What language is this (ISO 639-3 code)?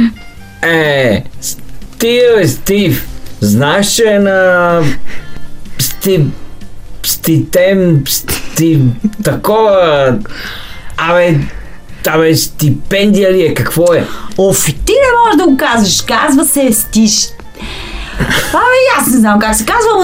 bul